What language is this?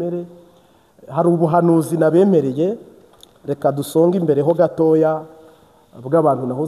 Kinyarwanda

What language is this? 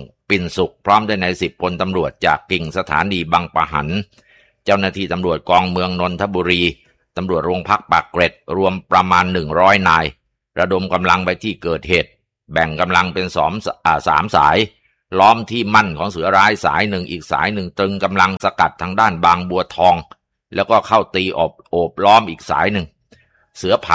Thai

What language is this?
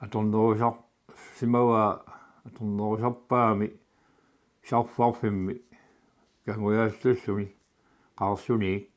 Kalaallisut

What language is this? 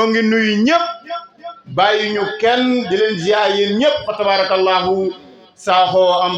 Wolof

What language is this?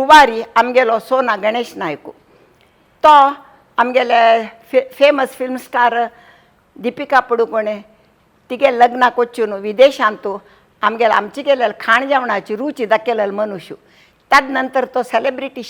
Konkani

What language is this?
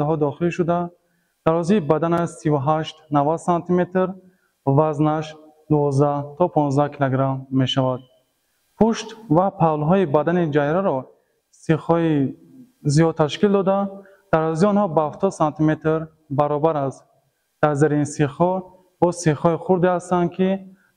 Tajik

